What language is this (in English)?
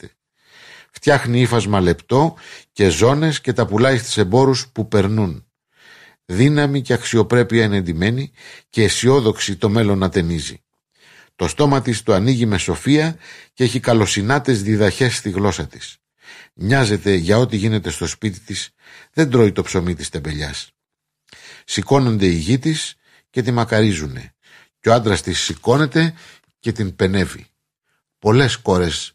Greek